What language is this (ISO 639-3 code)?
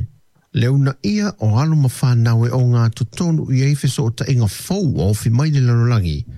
smo